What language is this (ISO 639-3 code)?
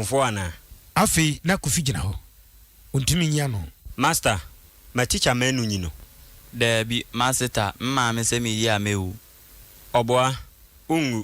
aka